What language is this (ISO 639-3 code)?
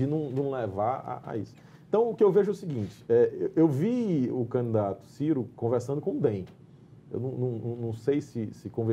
por